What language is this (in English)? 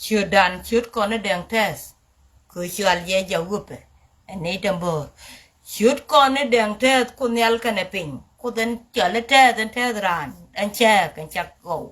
Nuer